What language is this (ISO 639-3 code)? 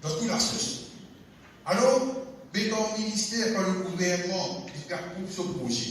mfe